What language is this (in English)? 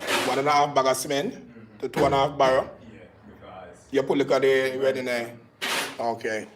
Jamaican Creole English